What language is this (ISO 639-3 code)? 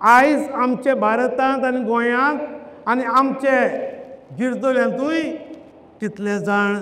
kok